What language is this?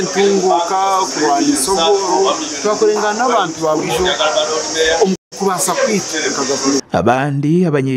Nyankole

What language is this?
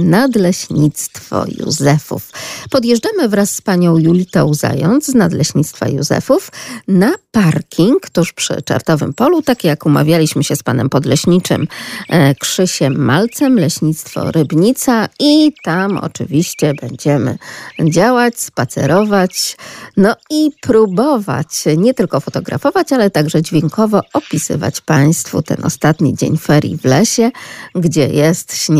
Polish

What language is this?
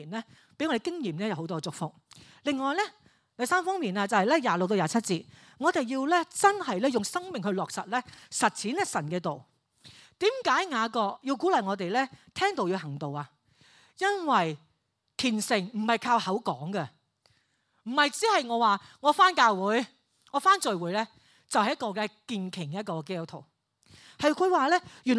Cantonese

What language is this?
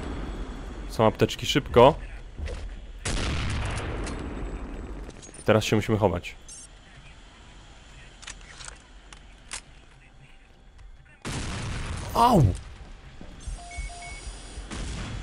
Polish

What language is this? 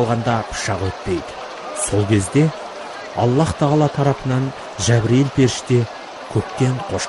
Kazakh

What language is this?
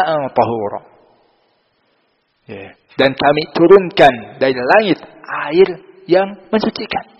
Indonesian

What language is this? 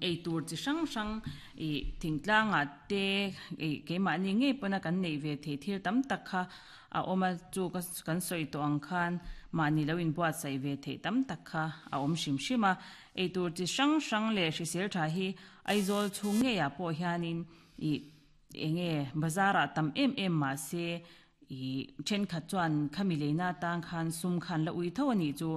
Mizo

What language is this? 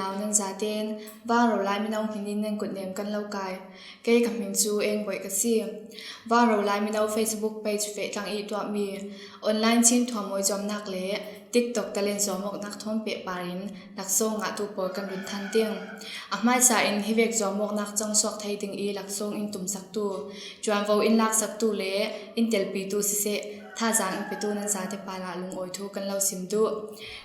Falam Chin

